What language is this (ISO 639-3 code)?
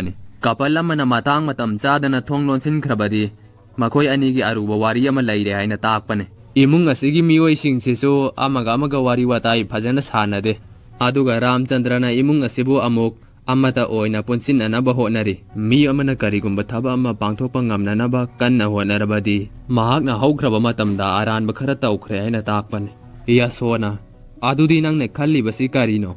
mni